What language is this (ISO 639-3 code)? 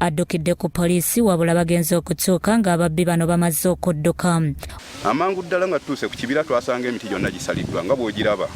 lug